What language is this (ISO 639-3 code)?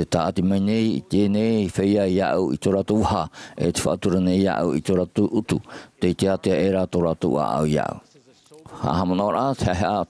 tah